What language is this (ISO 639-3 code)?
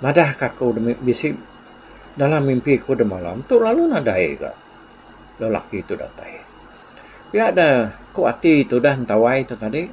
iba